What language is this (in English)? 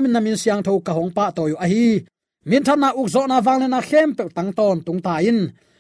Tedim Chin